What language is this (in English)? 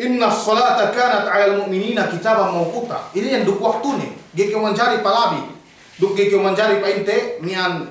Yakan